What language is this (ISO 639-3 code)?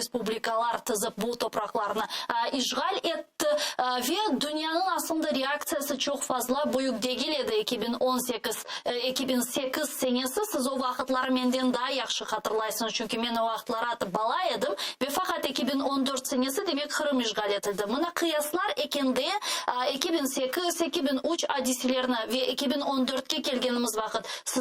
crh